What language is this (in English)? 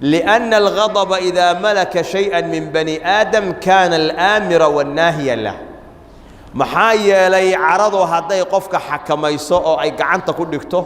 Somali